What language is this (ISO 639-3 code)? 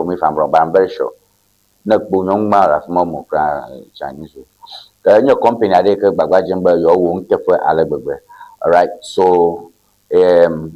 ewe